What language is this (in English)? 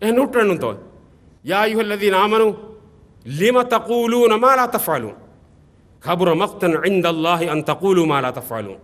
Divehi